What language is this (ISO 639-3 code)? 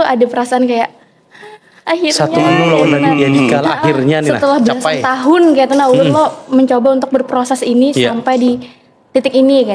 bjn